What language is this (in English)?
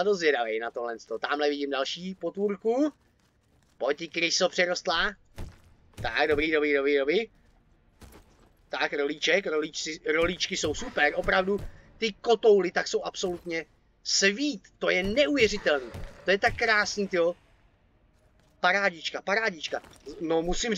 Czech